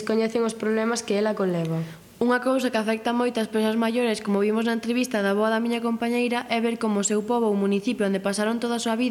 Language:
Galician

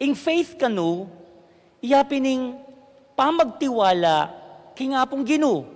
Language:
Pampanga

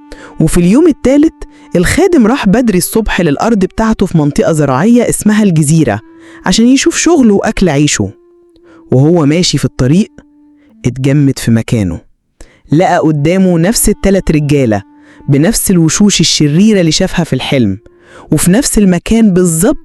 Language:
Egyptian Arabic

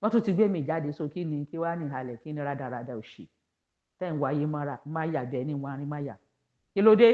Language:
Yoruba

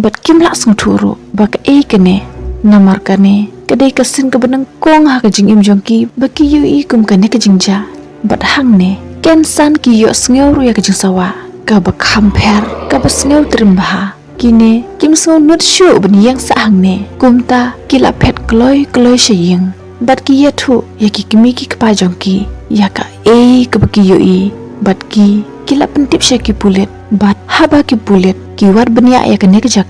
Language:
Khasi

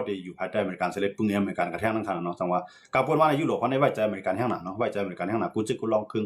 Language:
Shan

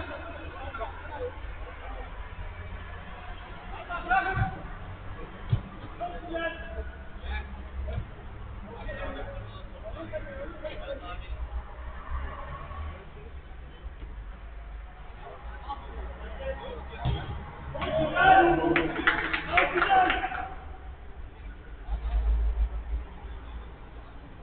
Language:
Turkish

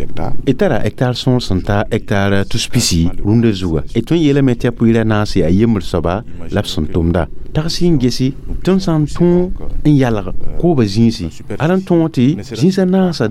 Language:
Mossi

